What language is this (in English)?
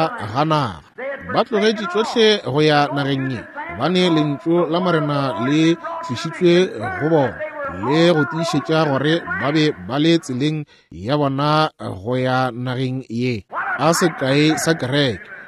Northern Sotho